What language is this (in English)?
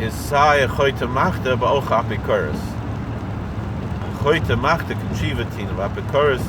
Yiddish